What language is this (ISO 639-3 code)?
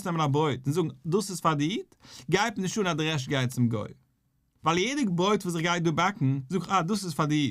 yid